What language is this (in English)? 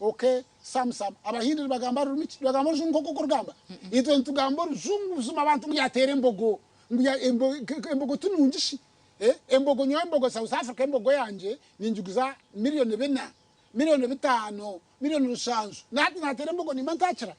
Nyankole